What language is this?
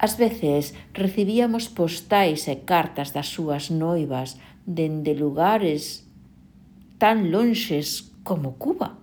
Galician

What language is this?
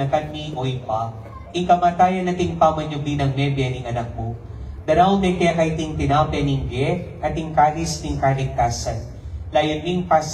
Pampanga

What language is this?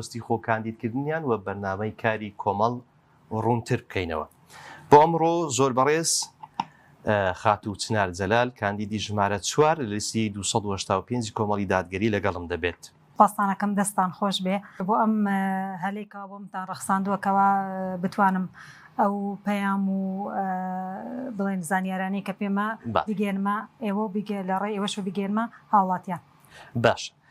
Central Kurdish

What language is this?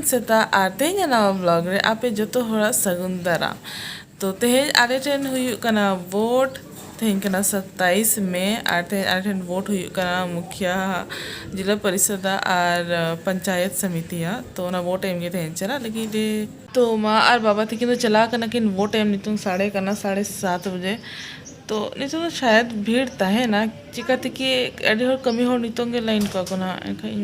Santali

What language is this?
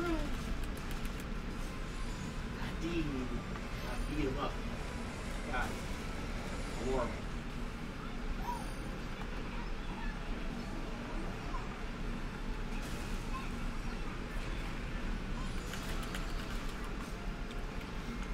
English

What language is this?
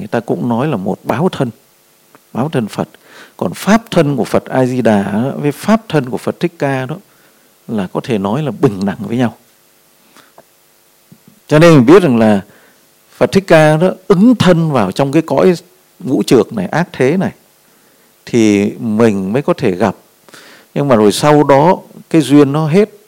Vietnamese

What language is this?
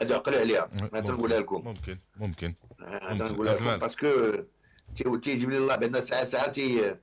Moroccan Arabic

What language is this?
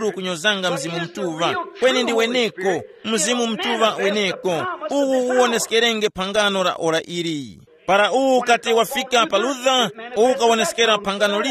Tumbuka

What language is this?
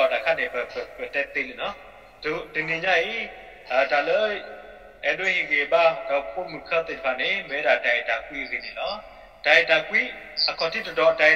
S'gaw Karen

